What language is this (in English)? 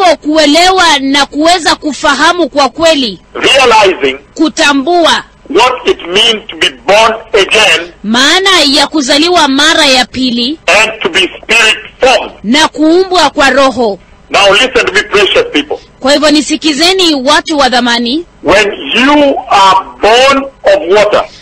Swahili